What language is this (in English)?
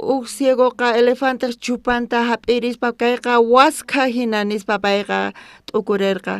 South Bolivian Quechua